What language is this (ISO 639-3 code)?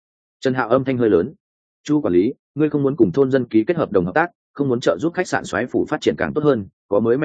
vie